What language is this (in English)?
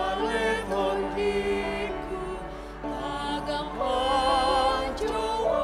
Batak Toba